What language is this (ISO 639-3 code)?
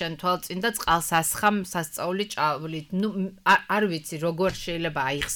kat